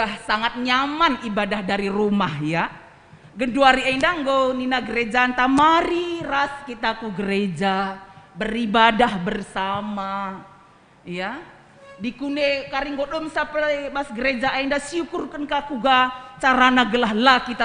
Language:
Batak Karo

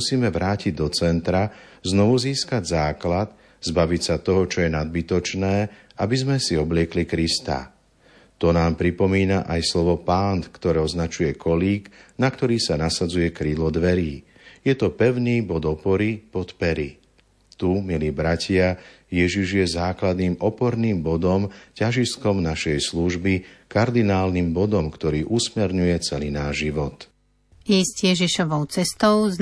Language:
Slovak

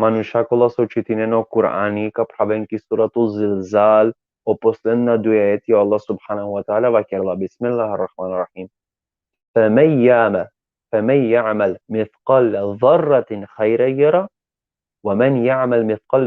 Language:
Balkan Romani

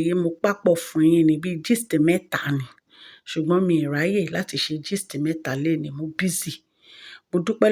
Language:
Yoruba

